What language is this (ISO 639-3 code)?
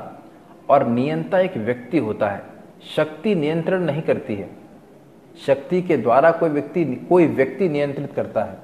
hin